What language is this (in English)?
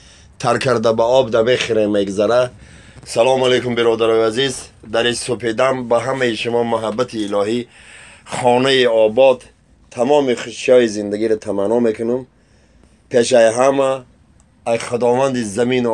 Tajik